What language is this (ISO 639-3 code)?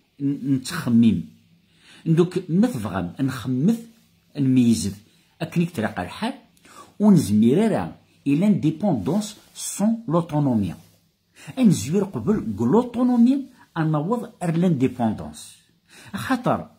kab